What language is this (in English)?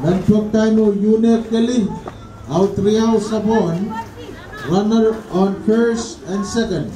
Pohnpeian